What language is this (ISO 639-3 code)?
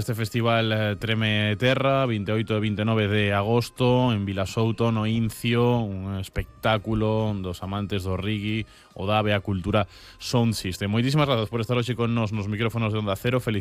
glg